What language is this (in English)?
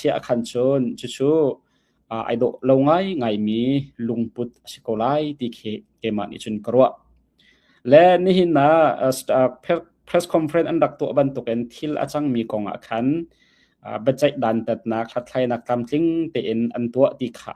Hakha Chin